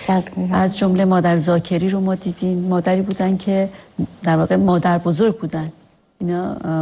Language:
Persian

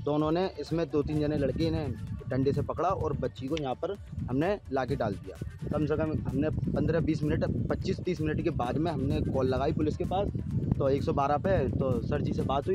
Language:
Hindi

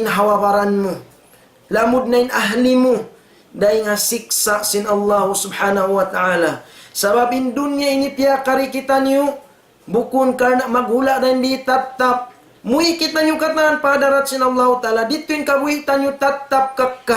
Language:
Tausug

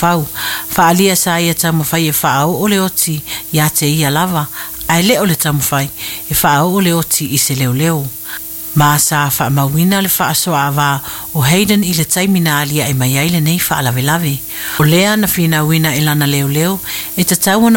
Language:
Samoan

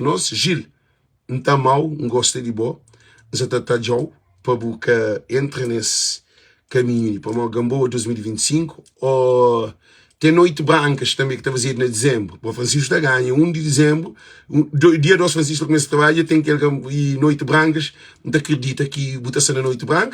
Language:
Kabuverdianu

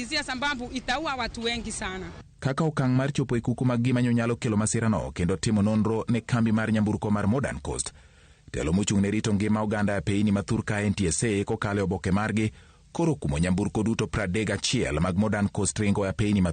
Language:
Luo (Kenya and Tanzania)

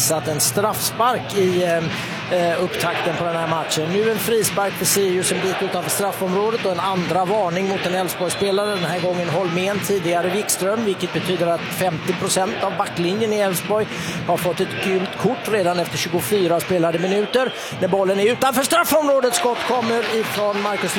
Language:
Swedish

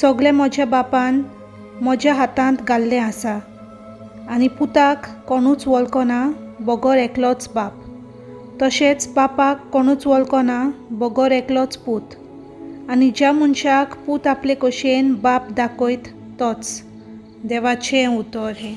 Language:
Konkani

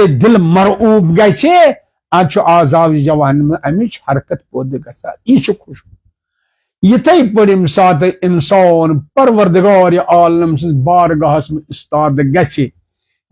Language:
Kashmiri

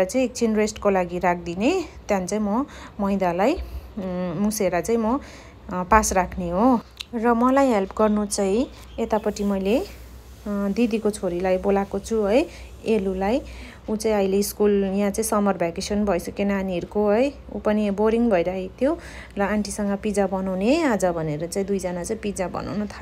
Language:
Nepali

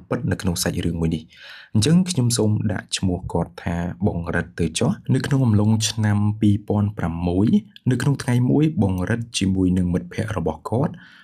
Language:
Khmer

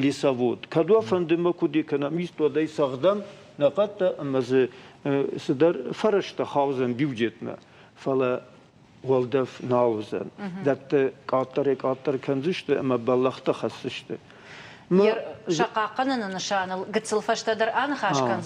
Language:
Ossetic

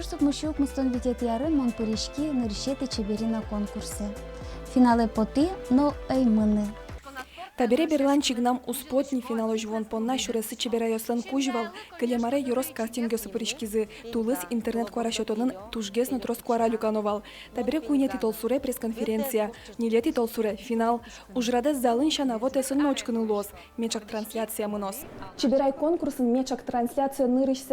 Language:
Udmurt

